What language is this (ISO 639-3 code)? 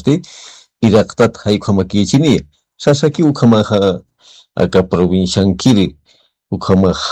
aym